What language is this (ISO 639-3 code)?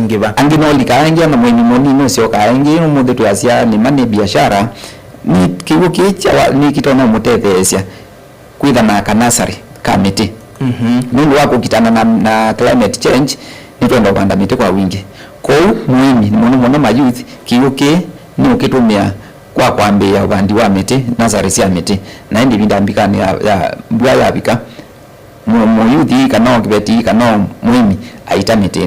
kam